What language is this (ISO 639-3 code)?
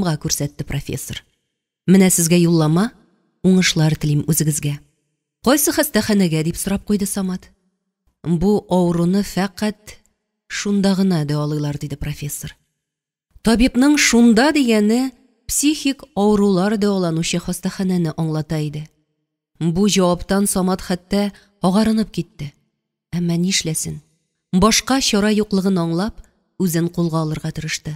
tat